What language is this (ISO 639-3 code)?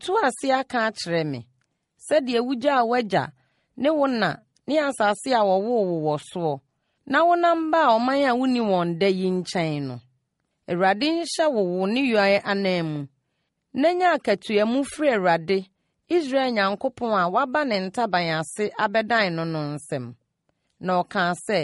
aka